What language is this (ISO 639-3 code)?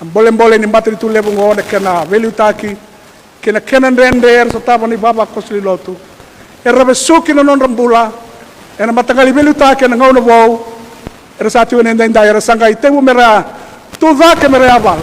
fij